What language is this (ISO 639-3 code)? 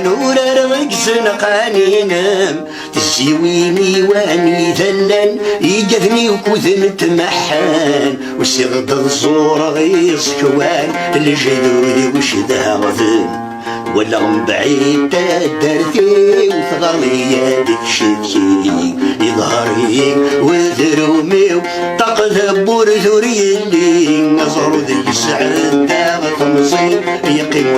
kab